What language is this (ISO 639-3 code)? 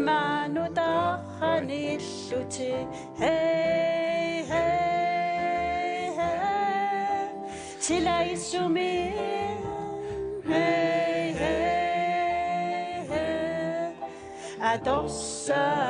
kal